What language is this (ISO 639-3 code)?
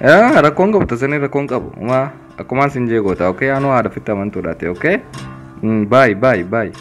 orm